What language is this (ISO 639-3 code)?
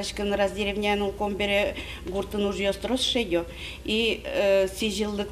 udm